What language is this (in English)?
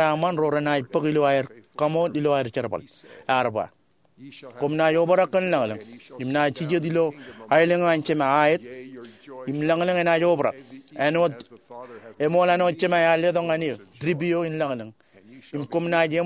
Marshallese